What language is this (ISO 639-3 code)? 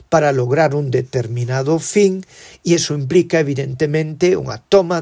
glg